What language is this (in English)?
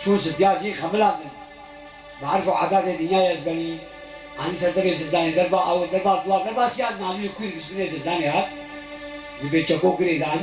Kurdish